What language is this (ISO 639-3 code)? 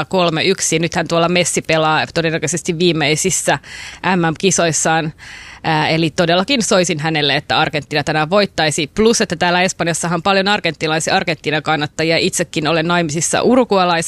fin